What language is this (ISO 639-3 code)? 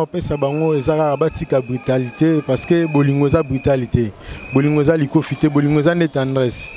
lin